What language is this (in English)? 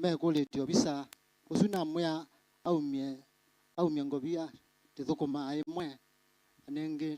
Kamba